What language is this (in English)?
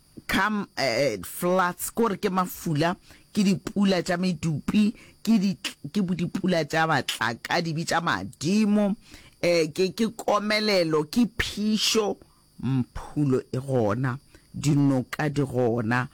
Northern Sotho